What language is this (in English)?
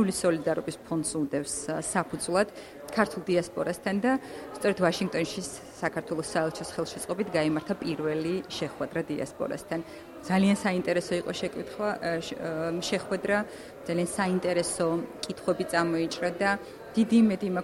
Georgian